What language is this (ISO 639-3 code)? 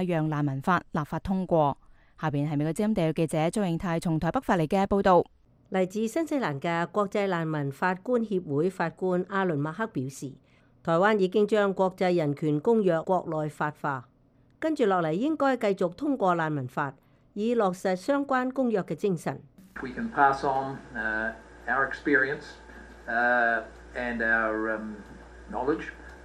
yue